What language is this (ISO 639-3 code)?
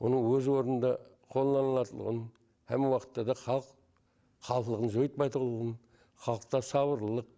kaa